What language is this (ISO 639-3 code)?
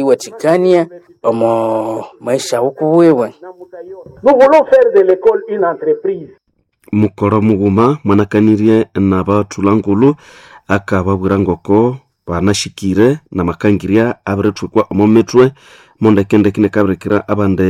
nnb